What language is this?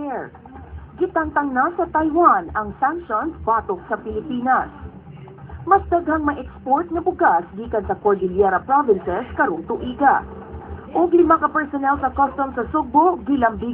Cebuano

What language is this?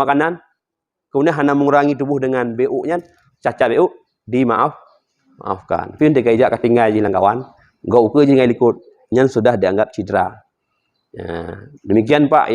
Achinese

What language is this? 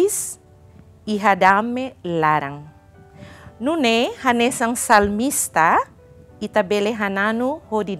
Tetum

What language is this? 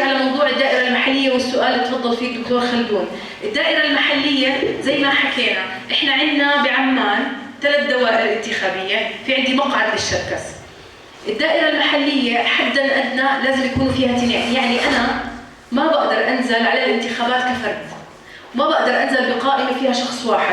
North Levantine Arabic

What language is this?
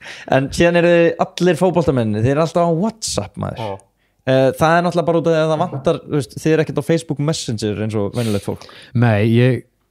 Icelandic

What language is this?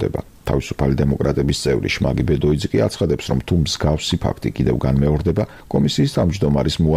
Georgian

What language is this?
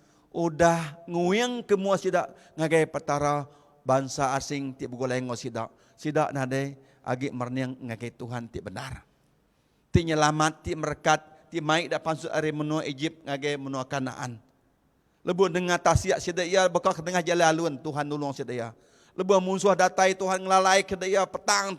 Iban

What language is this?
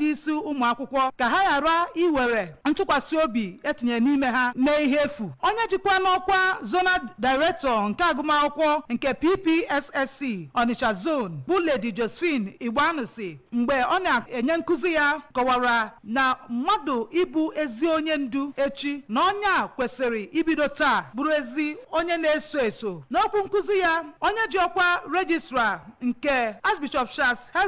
Igbo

